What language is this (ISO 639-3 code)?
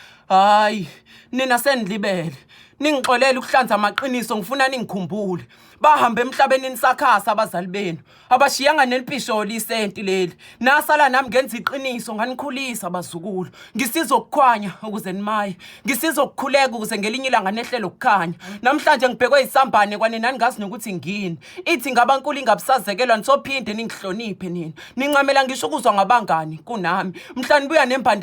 zul